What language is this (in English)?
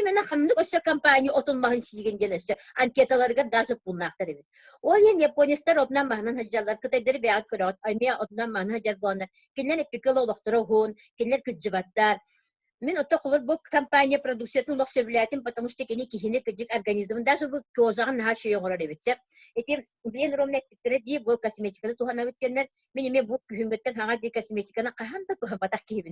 Yakut